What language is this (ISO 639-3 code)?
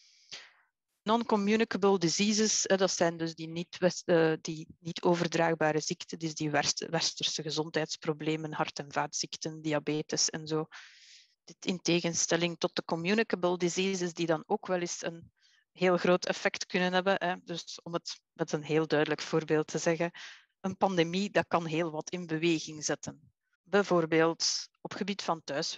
nld